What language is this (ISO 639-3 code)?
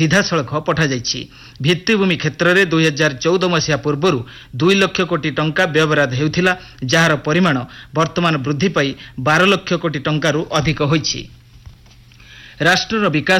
ori